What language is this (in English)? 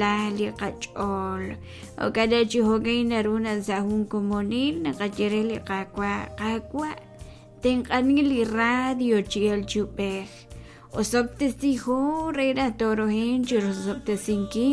Kekchí